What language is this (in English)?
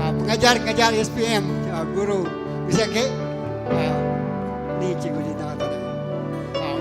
Iban